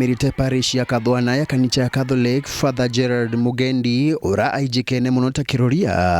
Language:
Meru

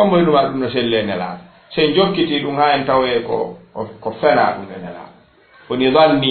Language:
Fula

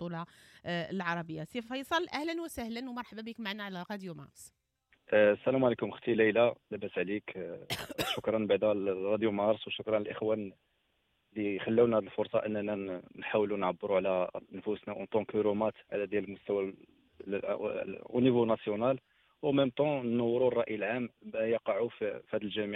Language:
Moroccan Arabic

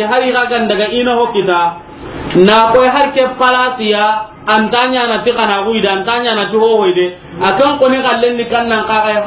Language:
Soninke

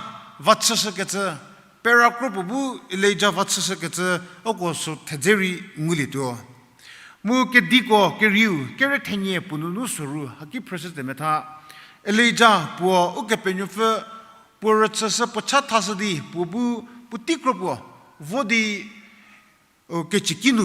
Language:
Angami Naga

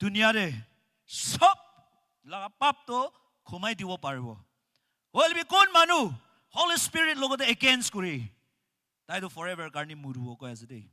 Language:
Naga Pidgin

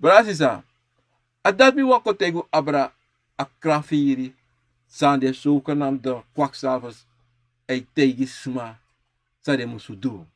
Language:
Sranan Tongo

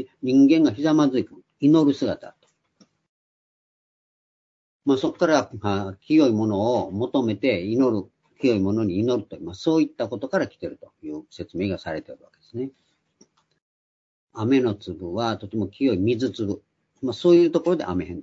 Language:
Japanese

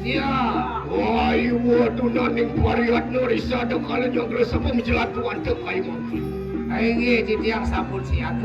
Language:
Balinese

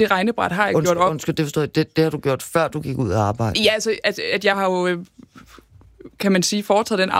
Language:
Danish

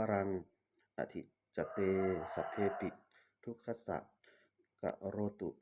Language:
Pali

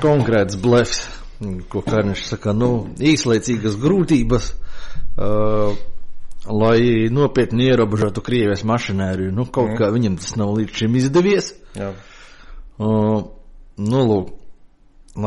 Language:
Latvian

